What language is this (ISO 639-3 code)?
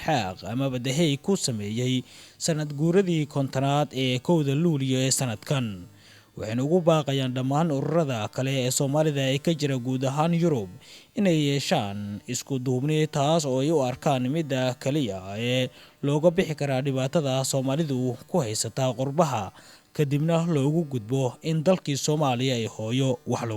som